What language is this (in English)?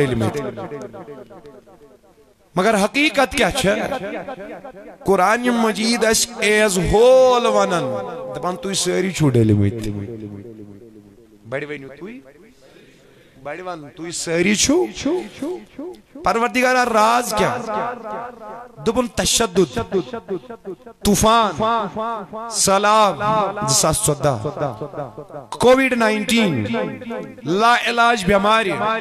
Kashmiri